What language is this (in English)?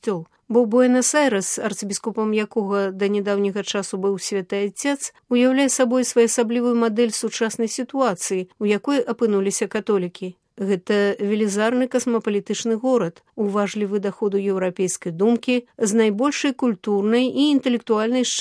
Belarusian